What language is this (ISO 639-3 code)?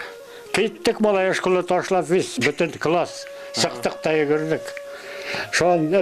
bak